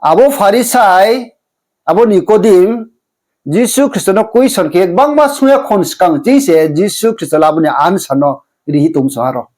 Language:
Riang (India)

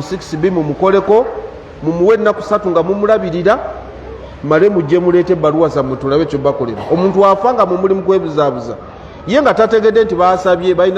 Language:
Ganda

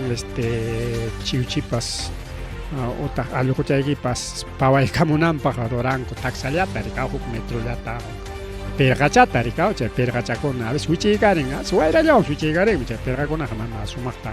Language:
Ayacucho Quechua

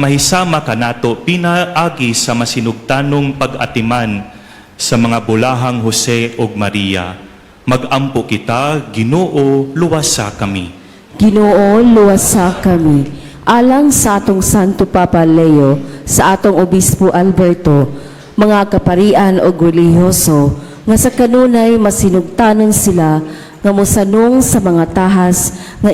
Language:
Cebuano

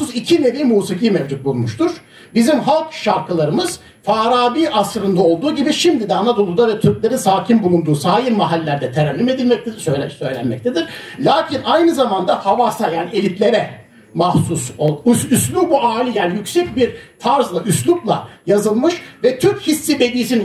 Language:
Turkish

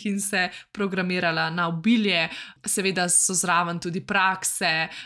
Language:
Slovenian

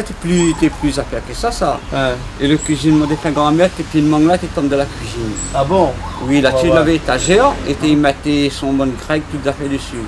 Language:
Réunion Creole French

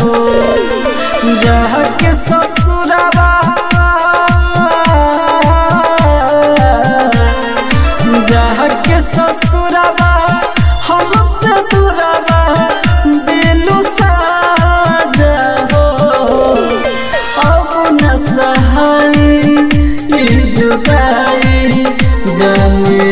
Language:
Bhojpuri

